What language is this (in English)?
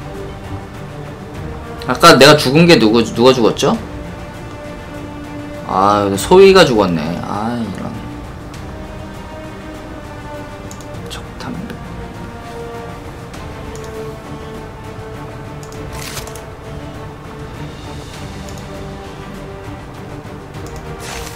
Korean